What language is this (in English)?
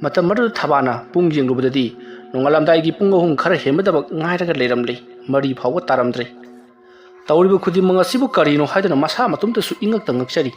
Manipuri